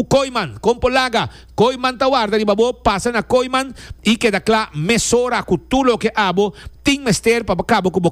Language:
Papiamento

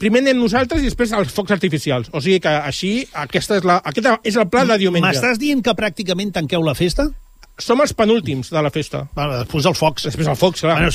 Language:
Catalan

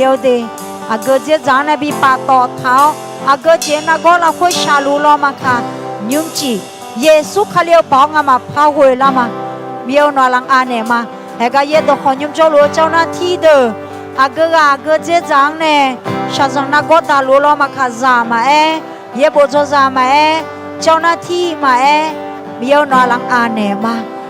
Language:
Akha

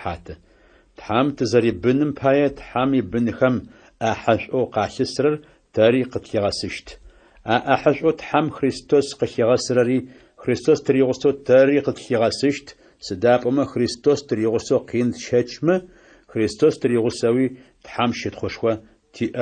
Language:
Adyghe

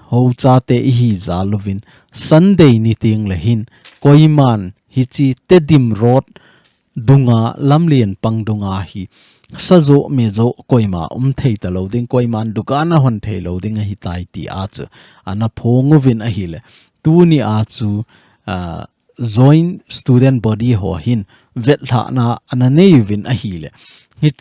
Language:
Thado Chin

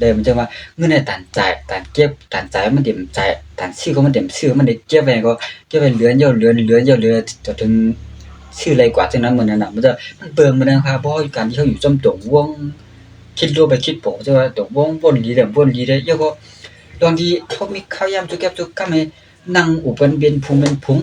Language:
Shan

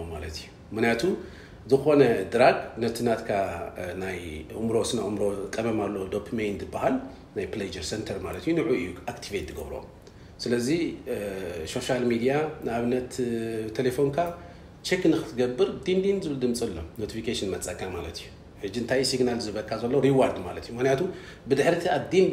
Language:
Tigrinya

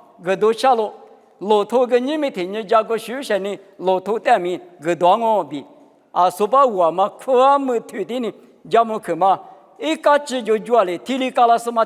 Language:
Lisu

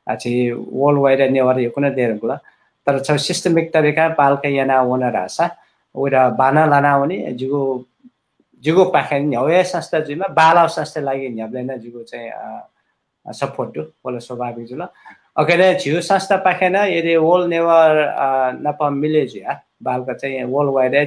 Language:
Newari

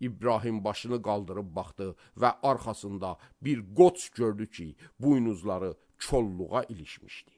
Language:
Azerbaijani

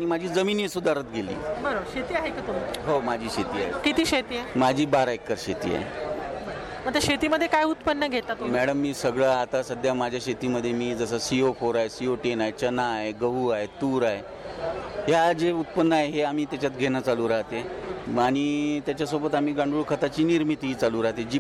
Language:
Marathi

